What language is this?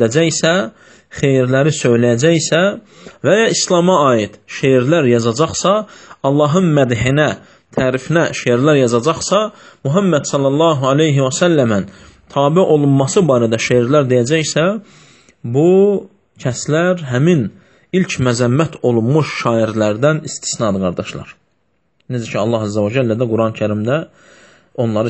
Azerbaijani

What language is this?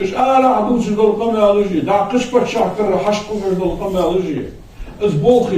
Ingush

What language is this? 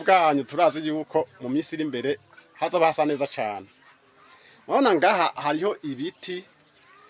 Rundi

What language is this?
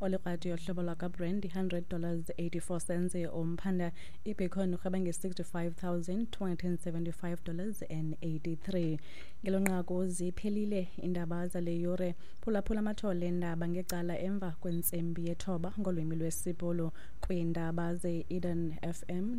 Xhosa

